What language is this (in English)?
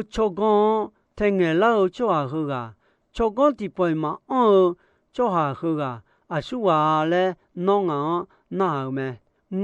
Akha